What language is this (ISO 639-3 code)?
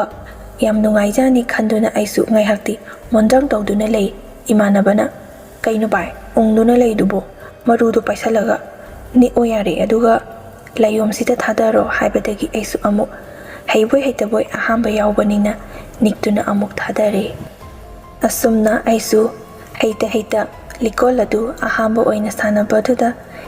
mni